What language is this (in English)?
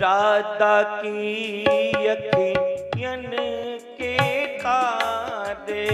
Dogri